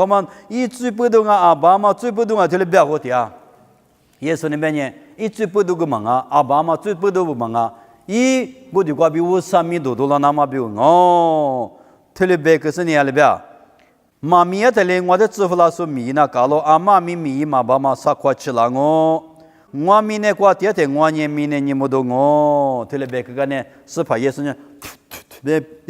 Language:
Lisu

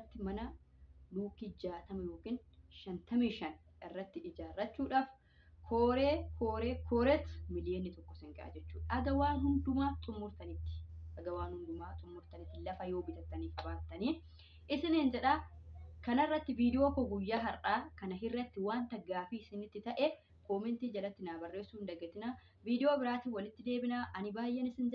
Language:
Oromo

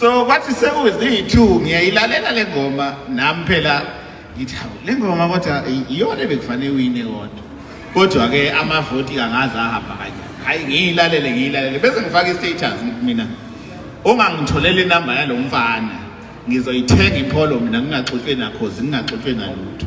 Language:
Zulu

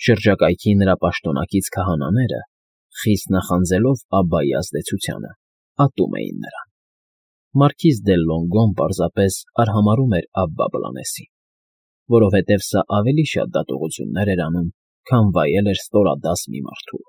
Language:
Armenian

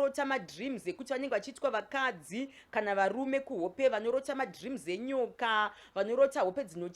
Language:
Shona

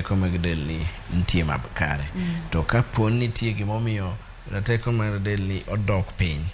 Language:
Luo (Kenya and Tanzania)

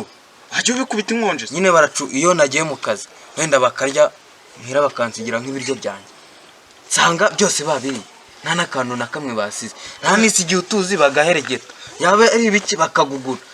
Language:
Kinyarwanda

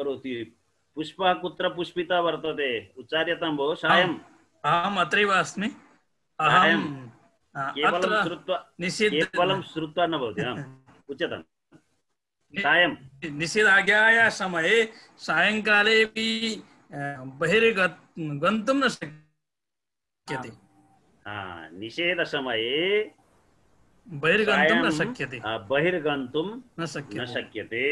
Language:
Sanskrit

